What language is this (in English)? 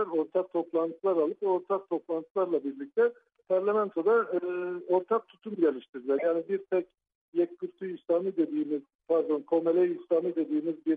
Turkish